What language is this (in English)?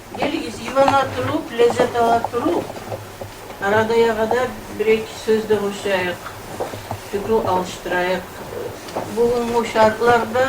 Kumyk